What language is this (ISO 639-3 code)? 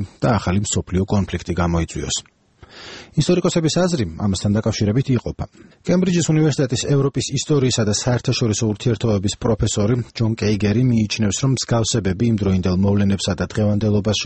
kat